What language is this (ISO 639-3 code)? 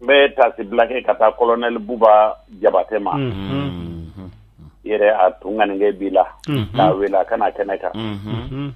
bam